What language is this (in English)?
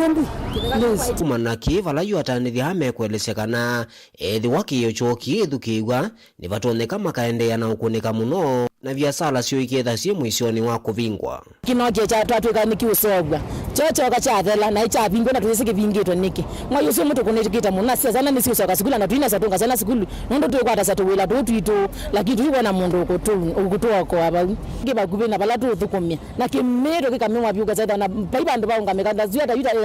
Kamba